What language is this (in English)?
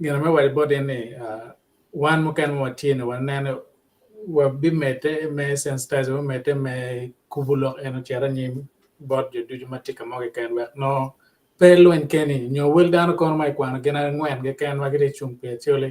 Acoli